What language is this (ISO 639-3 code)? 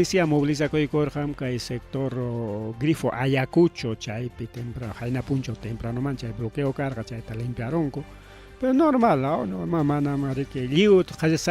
quy